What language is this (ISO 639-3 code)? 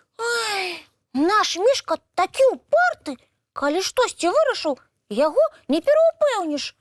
bel